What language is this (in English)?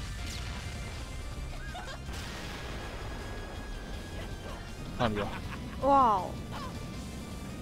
Japanese